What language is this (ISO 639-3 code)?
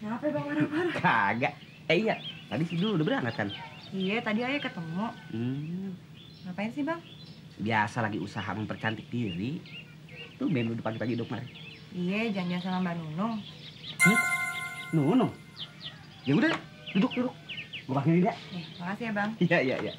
bew